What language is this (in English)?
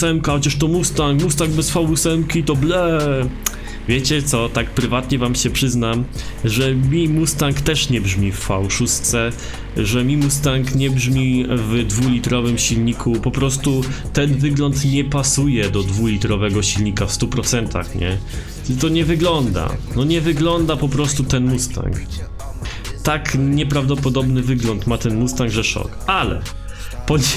Polish